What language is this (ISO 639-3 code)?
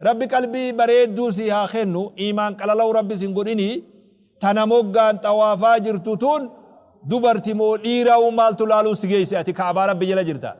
orm